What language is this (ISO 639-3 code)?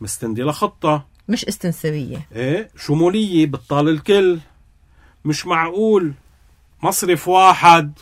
apc